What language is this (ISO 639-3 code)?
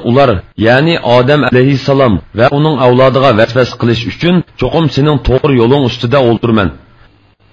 uig